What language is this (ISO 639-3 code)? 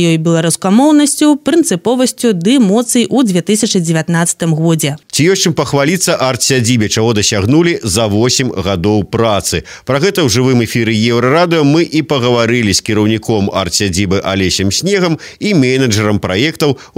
bel